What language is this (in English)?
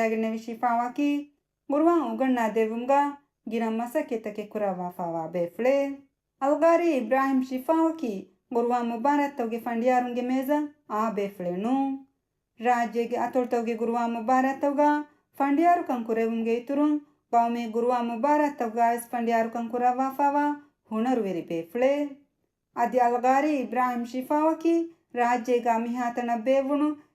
Divehi